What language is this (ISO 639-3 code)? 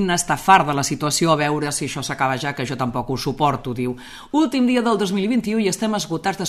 cat